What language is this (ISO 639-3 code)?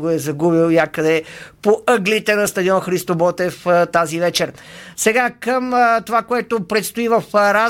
bul